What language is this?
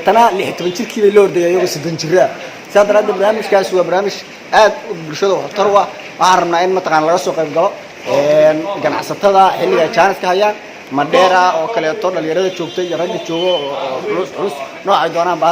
Somali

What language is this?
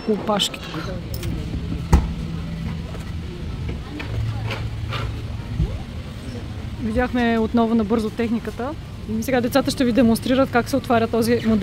Bulgarian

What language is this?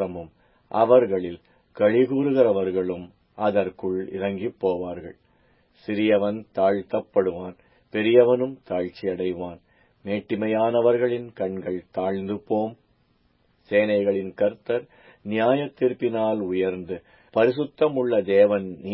Tamil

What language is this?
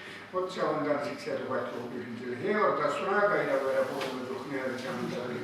Chuvash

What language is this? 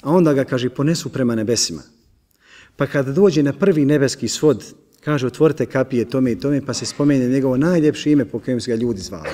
Bosnian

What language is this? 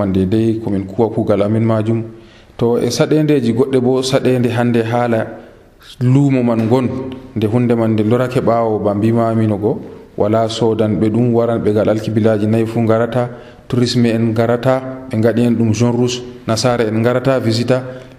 Nigerian Fulfulde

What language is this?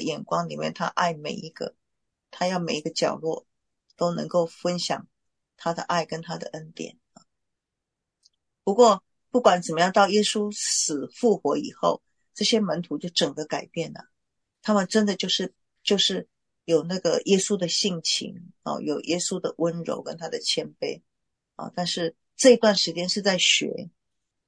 Chinese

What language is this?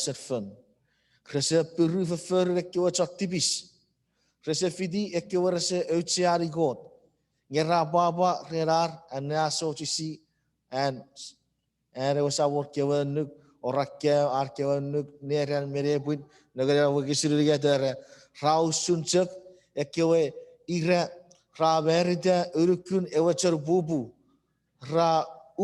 Chuukese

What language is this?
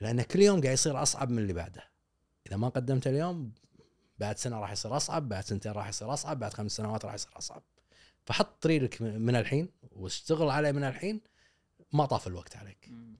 Gulf Arabic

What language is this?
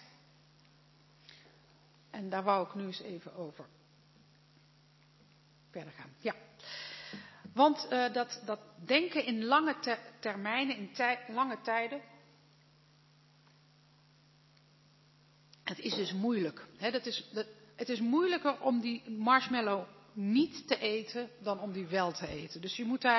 Dutch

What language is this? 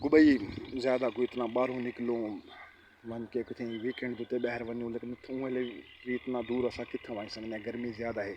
Saraiki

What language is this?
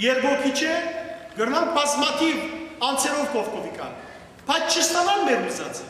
Western Armenian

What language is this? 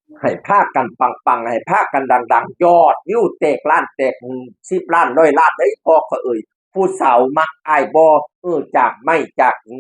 Northeastern Thai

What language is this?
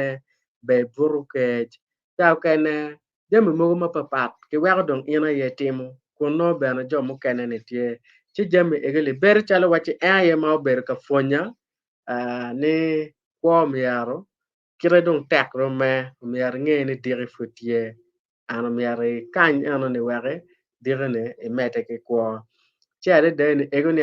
Acoli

